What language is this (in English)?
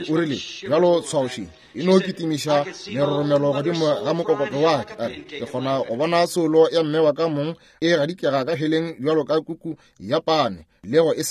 Northern Sotho